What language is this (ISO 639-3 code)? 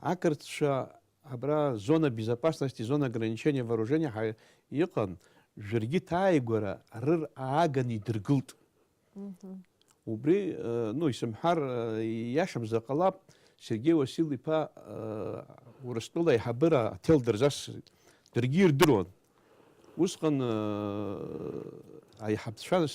abk